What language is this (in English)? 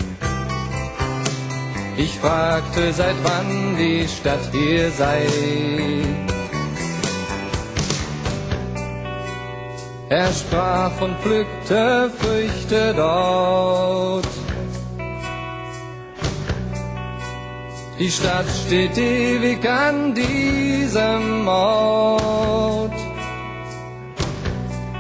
German